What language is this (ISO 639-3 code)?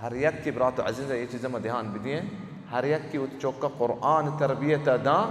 bal